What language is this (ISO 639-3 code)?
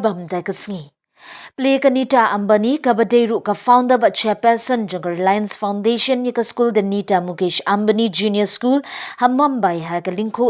kha